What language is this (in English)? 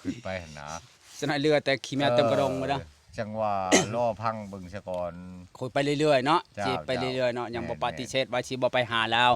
Lao